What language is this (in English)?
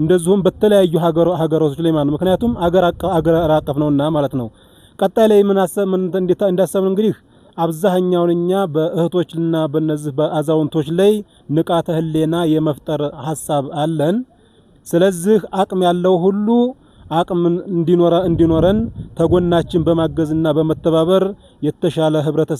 Amharic